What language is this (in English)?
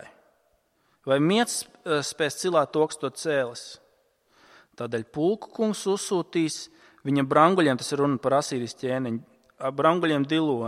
Latvian